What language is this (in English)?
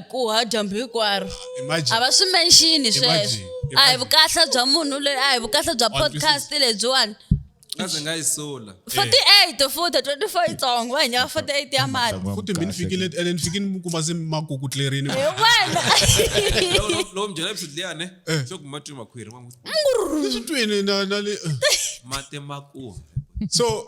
Tsonga